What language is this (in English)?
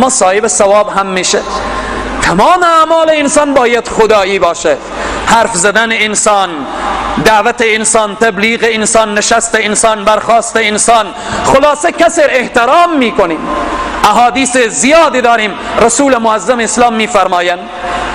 Persian